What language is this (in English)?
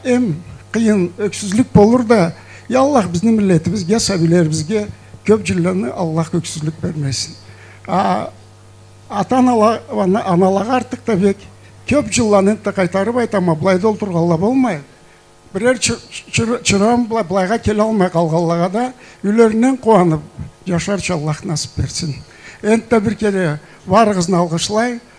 Karachay-Balkar